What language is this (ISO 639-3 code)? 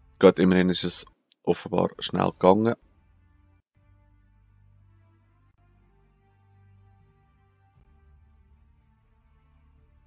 deu